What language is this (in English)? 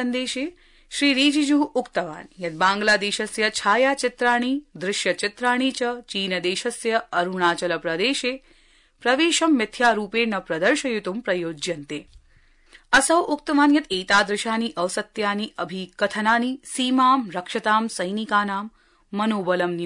Sanskrit